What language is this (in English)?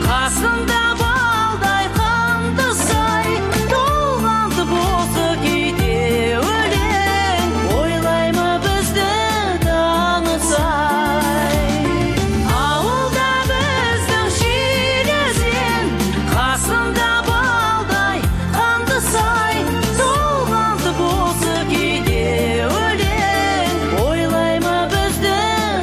Kazakh